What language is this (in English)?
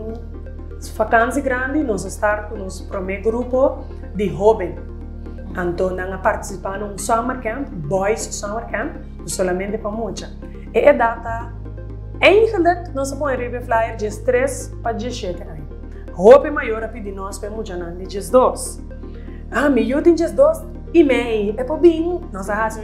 Papiamento